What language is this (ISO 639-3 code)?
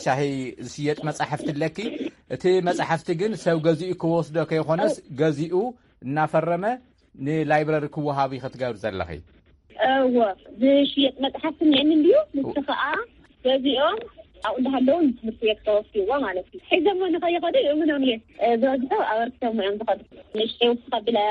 tir